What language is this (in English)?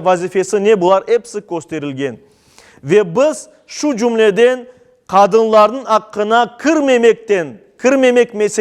Crimean Tatar